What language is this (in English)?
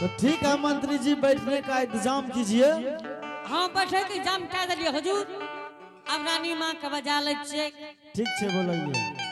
Angika